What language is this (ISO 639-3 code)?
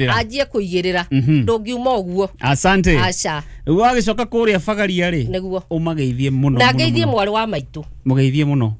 kik